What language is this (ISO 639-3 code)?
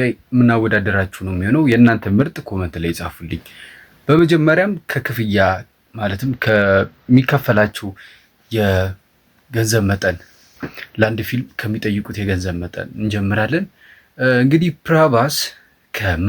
amh